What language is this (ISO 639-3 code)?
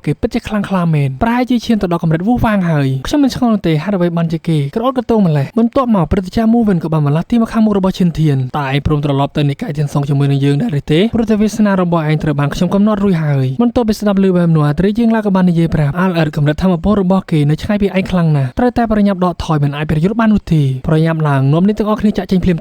khm